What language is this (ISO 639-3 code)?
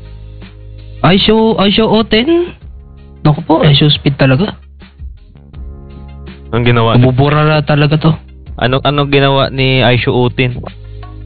fil